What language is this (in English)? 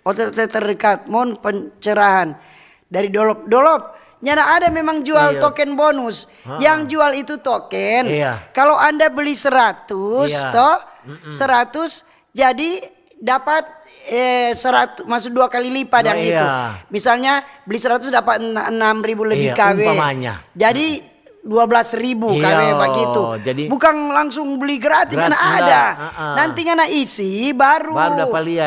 Manado Malay